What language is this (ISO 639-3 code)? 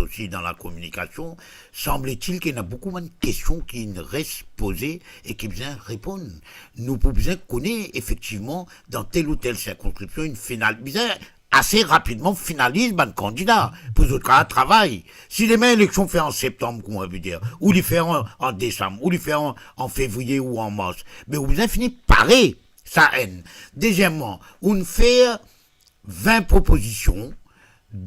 mfe